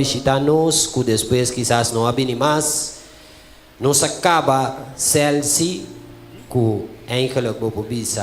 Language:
Papiamento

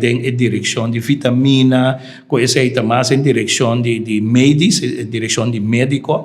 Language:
Papiamento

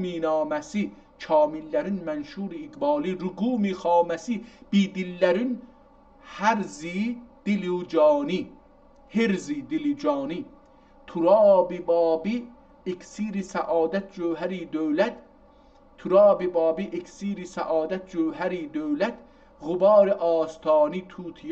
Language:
South Azerbaijani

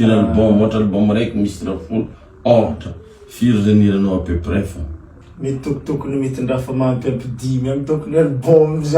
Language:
Malagasy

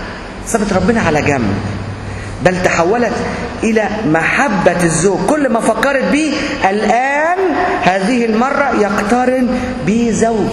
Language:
Egyptian Arabic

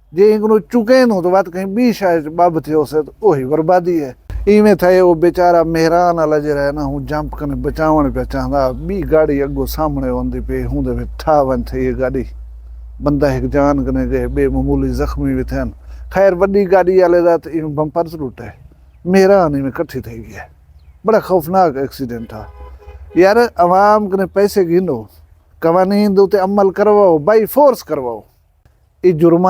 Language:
Saraiki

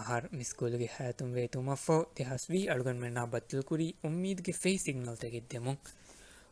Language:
Divehi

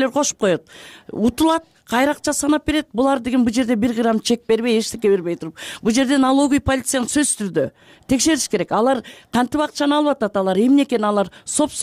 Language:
Kyrgyz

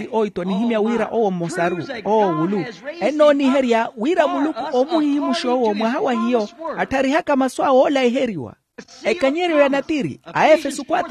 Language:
Makhuwa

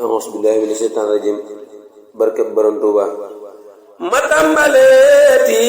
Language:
Wolof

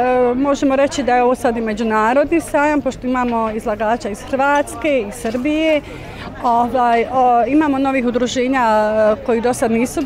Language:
Bosnian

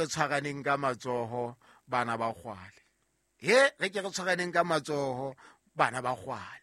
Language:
Southern Sotho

